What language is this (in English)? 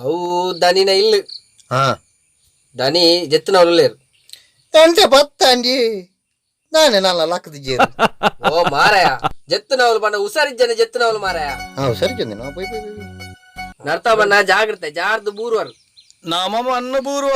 Tulu